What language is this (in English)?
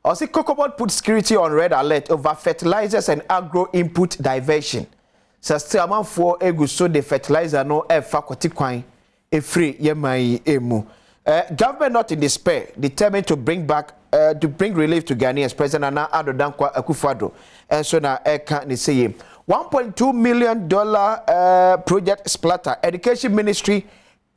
Akan